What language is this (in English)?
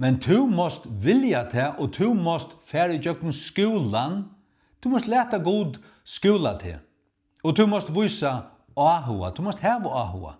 Faroese